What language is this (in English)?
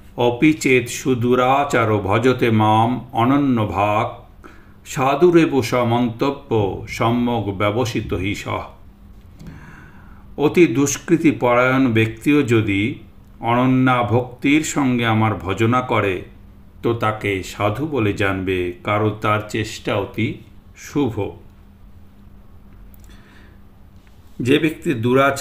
Bangla